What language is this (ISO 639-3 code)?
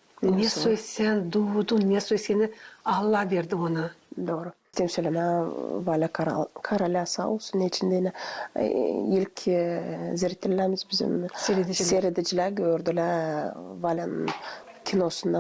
gag